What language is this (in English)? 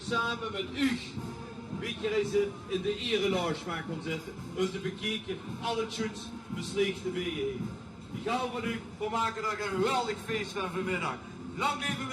Limburgish